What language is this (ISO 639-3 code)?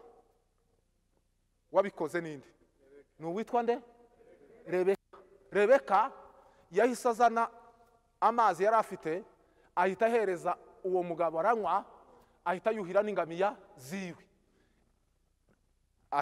kin